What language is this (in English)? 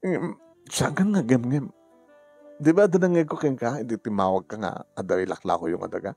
Iloko